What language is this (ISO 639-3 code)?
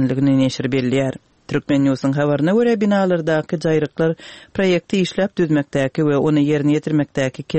tuk